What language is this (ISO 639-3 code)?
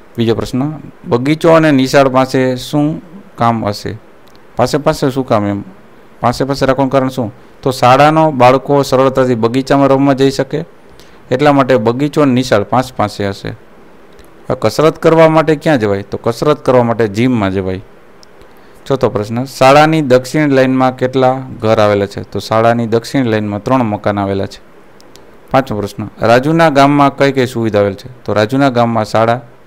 guj